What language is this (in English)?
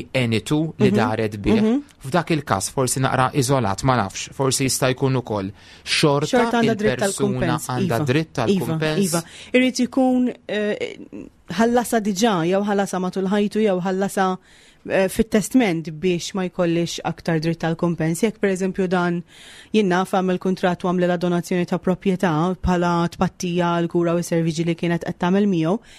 Maltese